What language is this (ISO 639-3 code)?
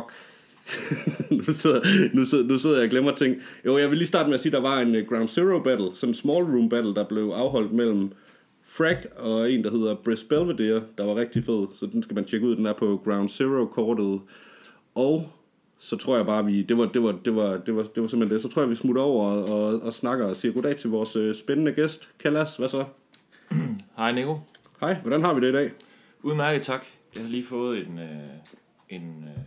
dan